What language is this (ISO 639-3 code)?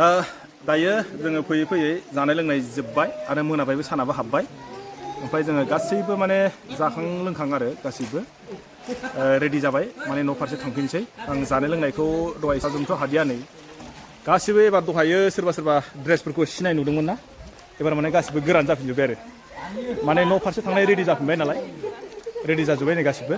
brx